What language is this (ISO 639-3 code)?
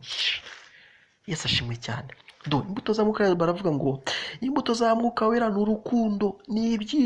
kin